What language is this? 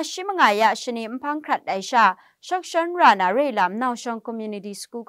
Kachin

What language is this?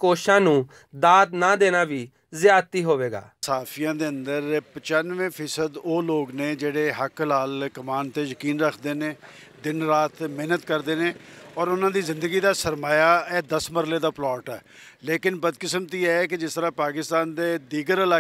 Western Panjabi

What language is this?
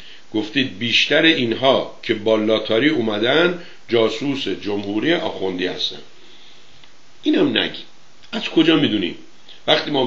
Persian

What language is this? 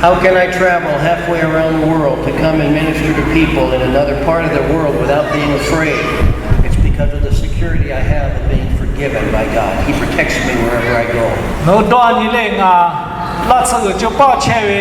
Lahu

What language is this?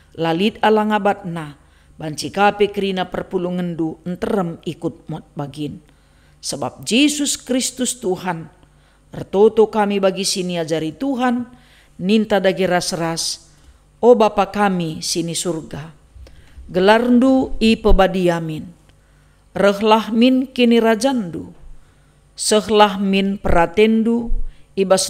Batak Karo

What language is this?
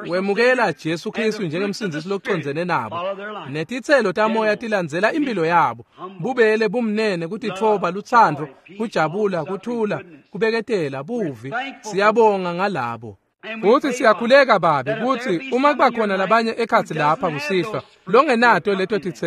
Swati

